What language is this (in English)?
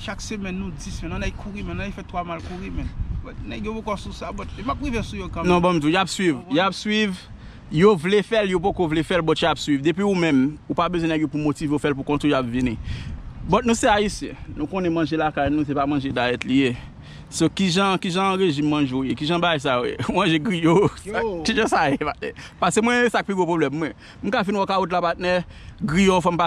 Haitian Creole